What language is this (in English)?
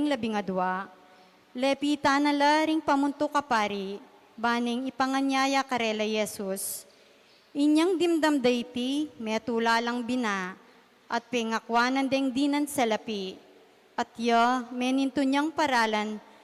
Pampanga